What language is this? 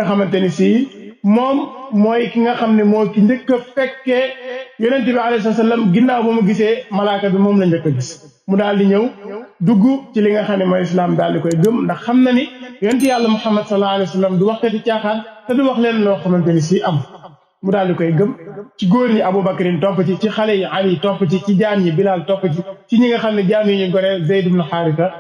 Wolof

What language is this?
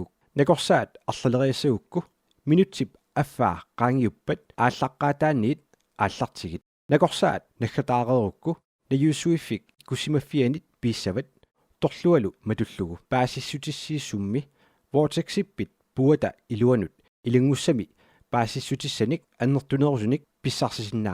Kalaallisut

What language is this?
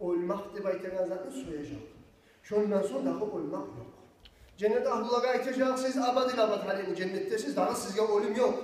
Kumyk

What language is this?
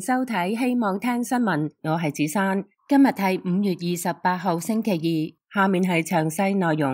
Cantonese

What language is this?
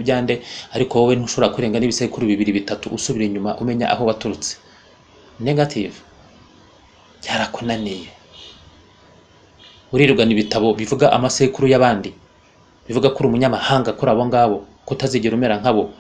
Kinyarwanda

